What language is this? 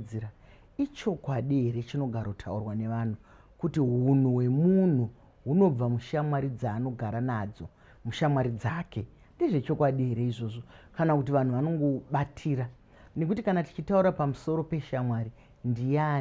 Shona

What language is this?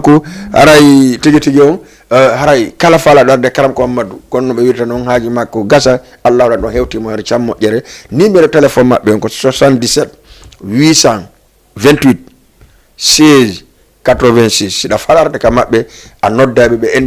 Fula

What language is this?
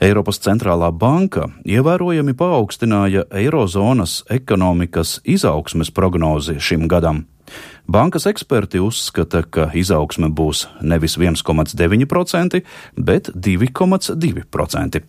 Latvian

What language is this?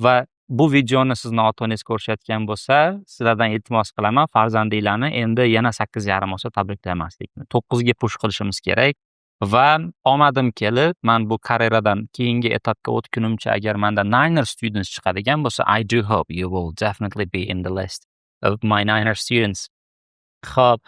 Uzbek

